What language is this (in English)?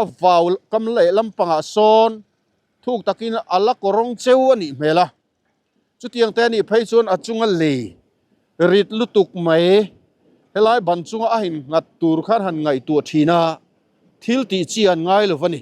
Mizo